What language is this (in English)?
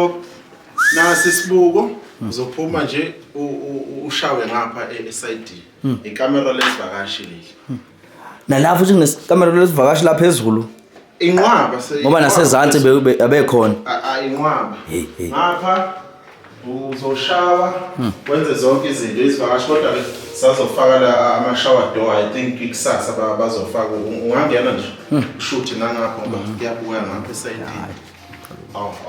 Zulu